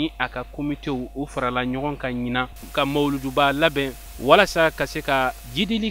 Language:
Bambara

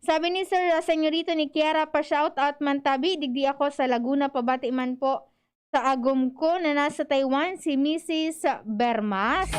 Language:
Bikol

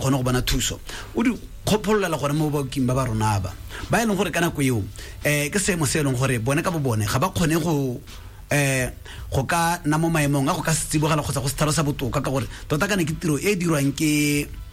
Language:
Tswana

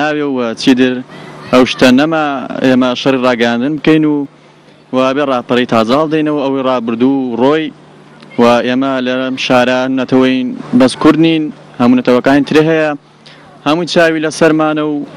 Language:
Central Kurdish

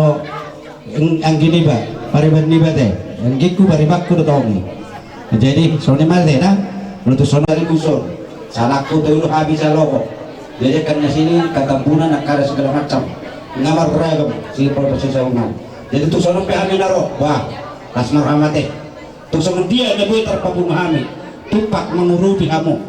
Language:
Batak Toba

